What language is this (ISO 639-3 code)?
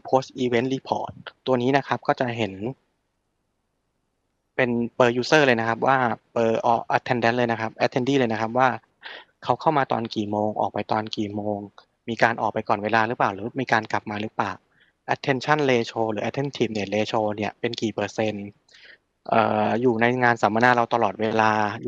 tha